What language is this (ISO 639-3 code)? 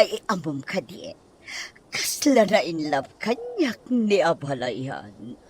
ilo